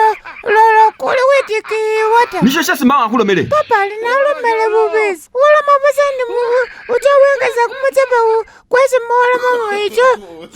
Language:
Masaaba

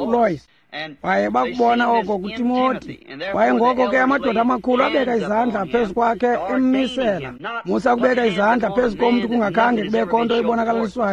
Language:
Xhosa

